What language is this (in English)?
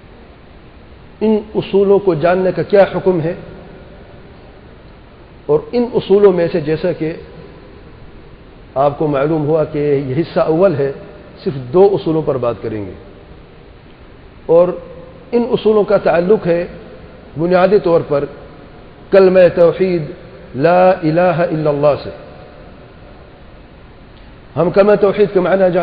Urdu